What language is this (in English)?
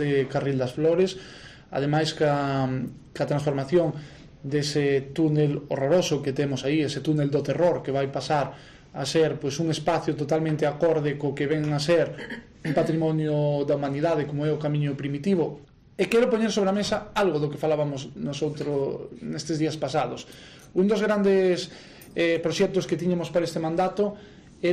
Galician